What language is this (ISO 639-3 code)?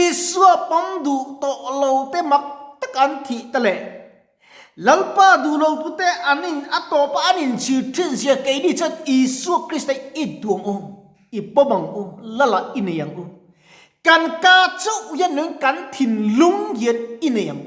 lus